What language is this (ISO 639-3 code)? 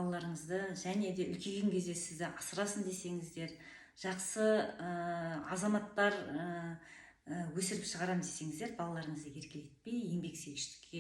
kaz